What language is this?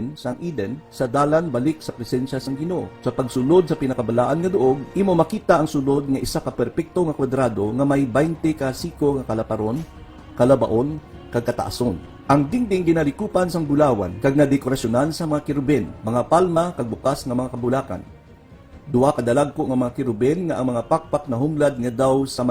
Hiligaynon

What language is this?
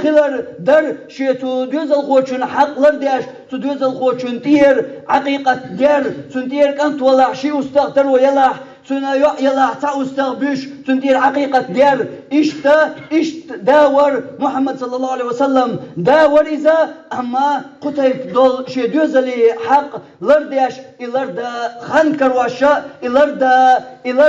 Chechen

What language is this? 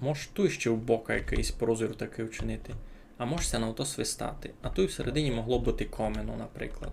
Rusyn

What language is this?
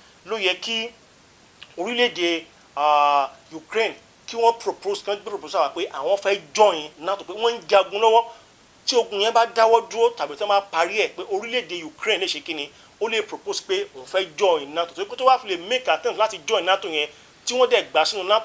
Yoruba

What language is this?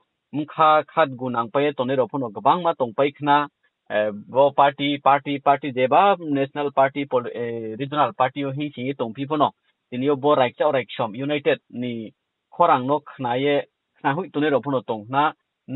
Riang (India)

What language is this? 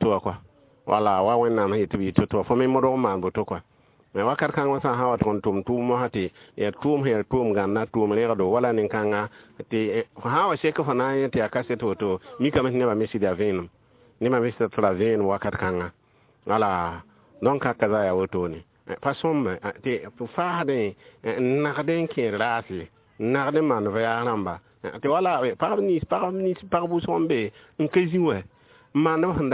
Mossi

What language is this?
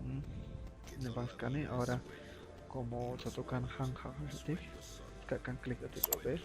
Chuj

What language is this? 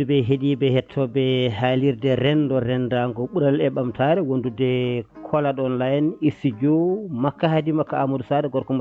Fula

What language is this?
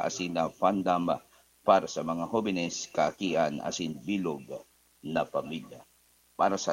Bikol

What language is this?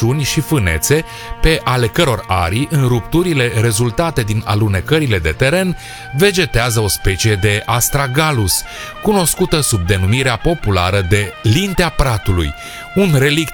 Romanian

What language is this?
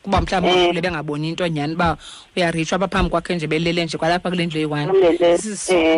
Xhosa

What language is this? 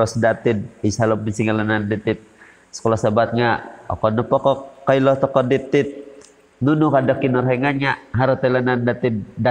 Central Dusun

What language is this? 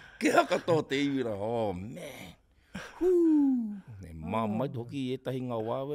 Māori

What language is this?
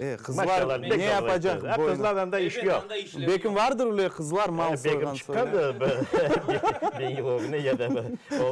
Crimean Tatar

